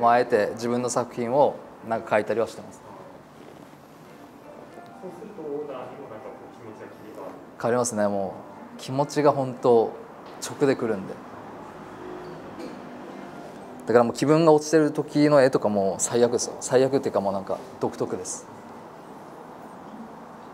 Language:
Japanese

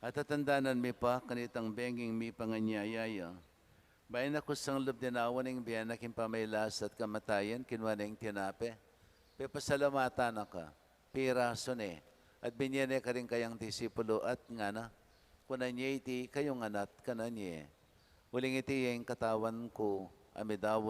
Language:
Pampanga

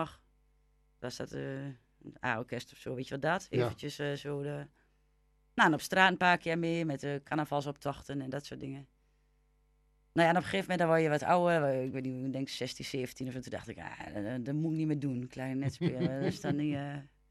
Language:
Dutch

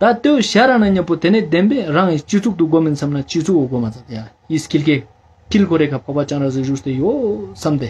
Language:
Ladakhi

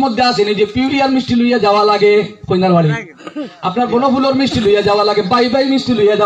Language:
Sylheti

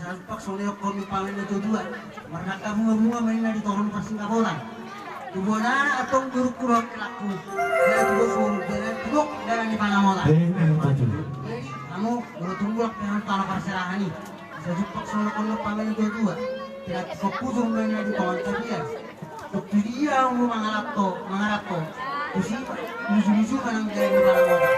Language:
Batak Toba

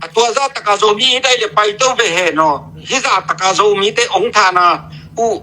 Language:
Tedim Chin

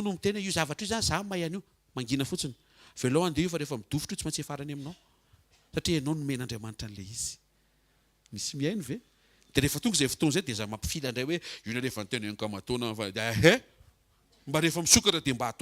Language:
Malagasy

